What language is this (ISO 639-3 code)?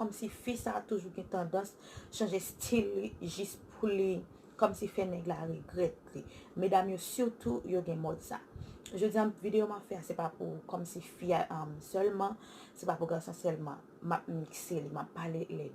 hat